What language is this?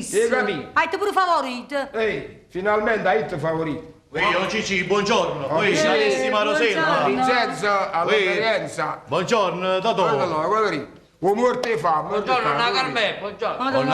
Neapolitan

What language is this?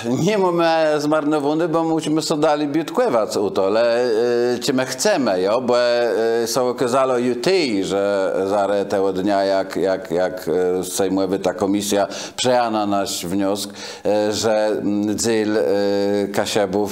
Kashubian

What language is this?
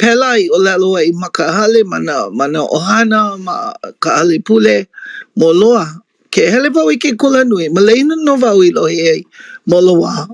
Hawaiian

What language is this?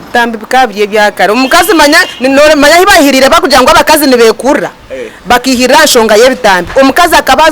Nyankole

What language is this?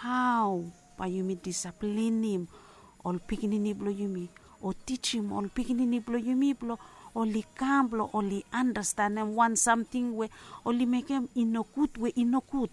Bislama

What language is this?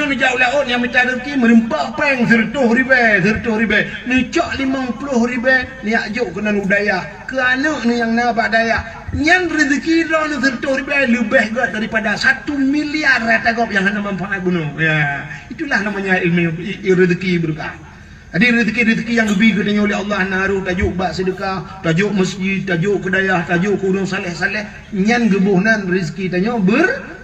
Achinese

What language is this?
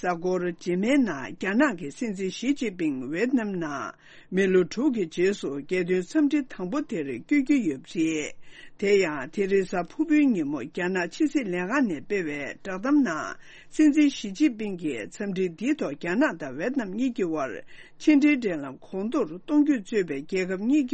Tibetan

